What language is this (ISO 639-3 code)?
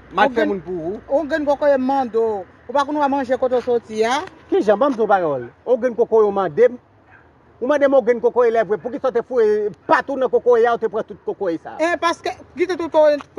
hat